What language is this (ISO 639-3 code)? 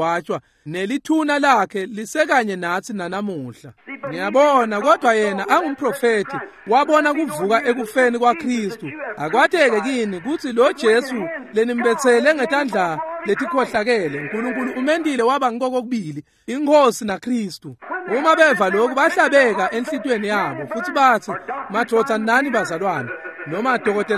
ssw